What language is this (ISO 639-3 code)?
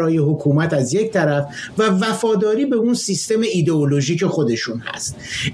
fas